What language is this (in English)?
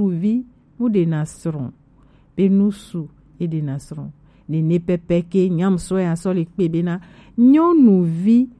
Gen